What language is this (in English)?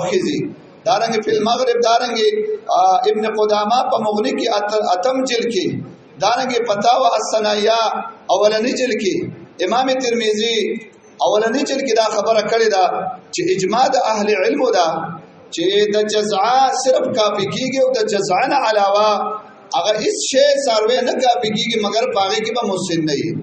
Pashto